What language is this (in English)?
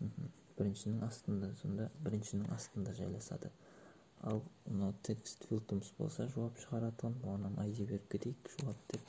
Kara-Kalpak